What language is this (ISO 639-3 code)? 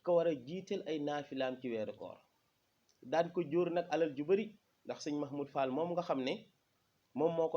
wol